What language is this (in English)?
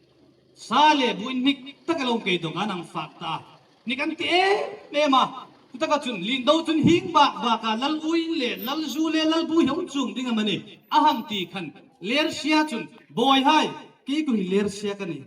Hmar